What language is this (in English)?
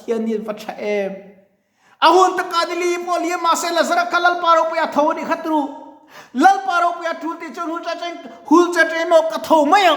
Mizo